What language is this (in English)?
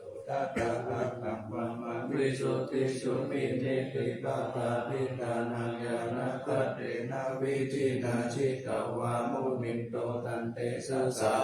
Pali